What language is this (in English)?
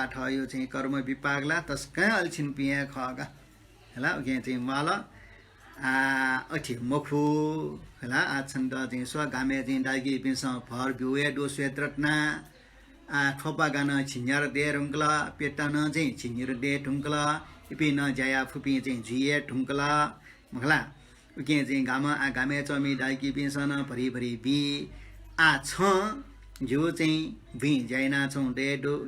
Newari